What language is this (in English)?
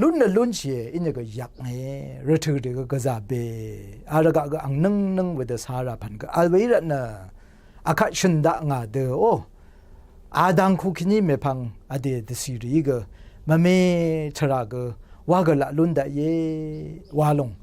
Rawang